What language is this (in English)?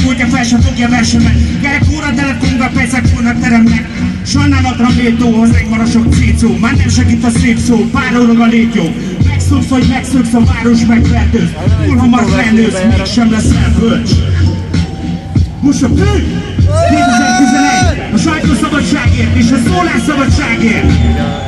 Hungarian